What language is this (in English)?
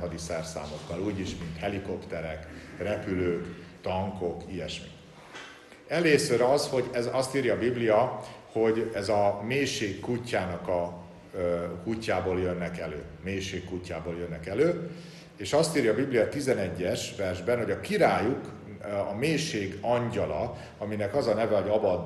Hungarian